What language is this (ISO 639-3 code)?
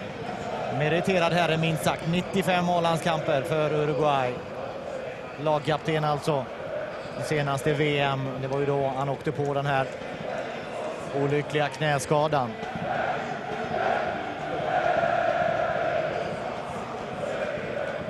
swe